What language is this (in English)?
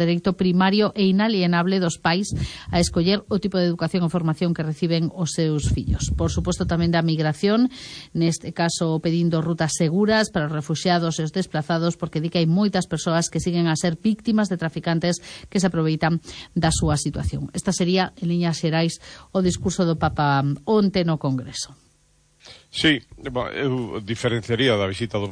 Galician